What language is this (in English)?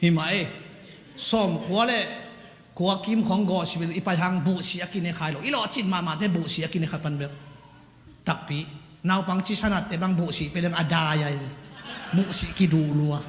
Tedim Chin